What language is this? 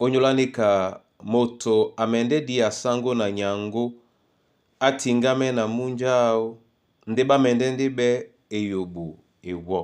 Duala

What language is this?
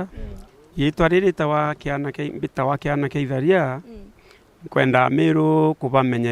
Meru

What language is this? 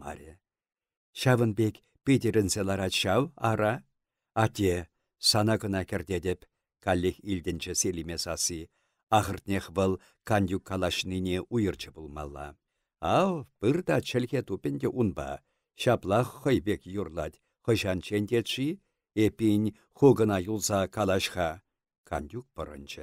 Chuvash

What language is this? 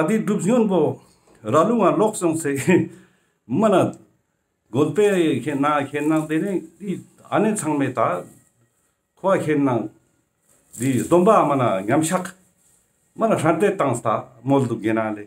Ladakhi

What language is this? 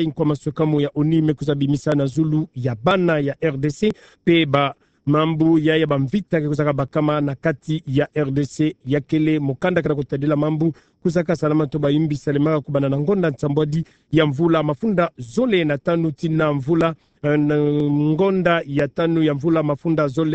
Kituba (Democratic Republic of Congo)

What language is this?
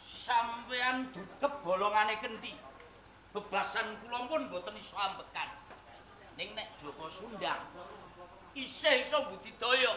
Javanese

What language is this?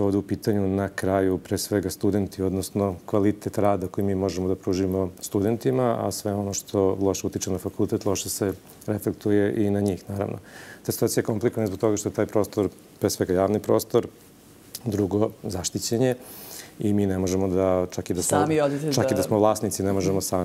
Serbian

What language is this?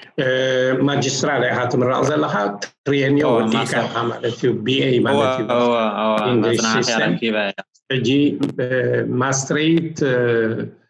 Tigrinya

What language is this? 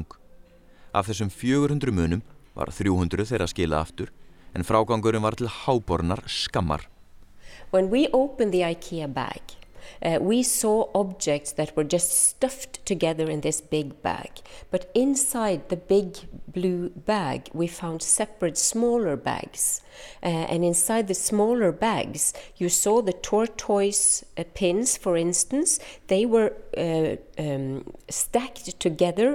Icelandic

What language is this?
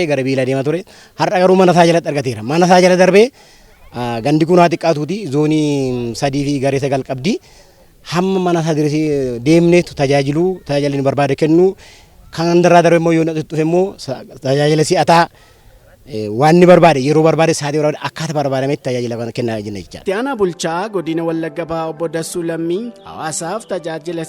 Oromo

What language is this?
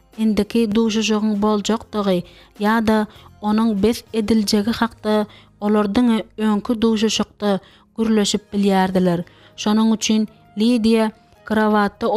Turkmen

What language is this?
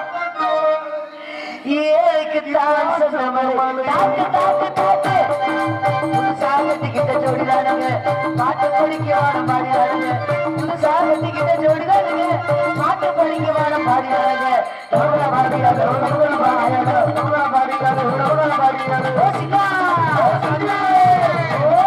Tamil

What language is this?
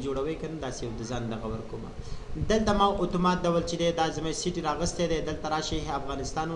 Pashto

